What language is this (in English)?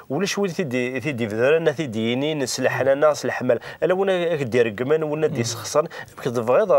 Kabyle